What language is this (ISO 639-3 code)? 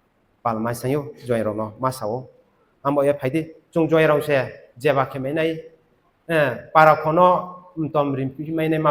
ria